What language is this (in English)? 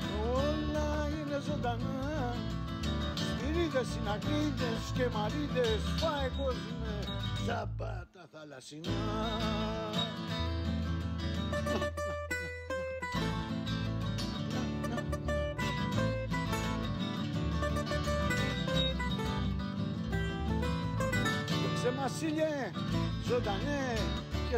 Greek